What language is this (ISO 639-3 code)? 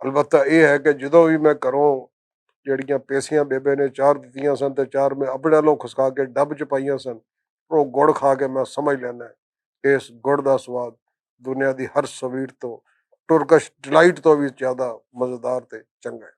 lah